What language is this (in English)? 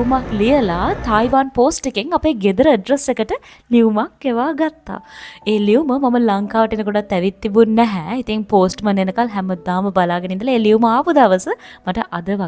Sinhala